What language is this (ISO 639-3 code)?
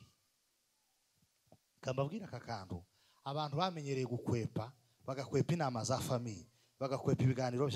kin